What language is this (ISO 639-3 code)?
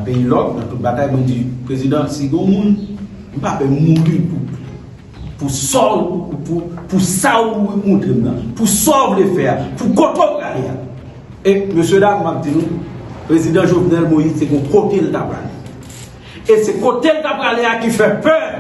hat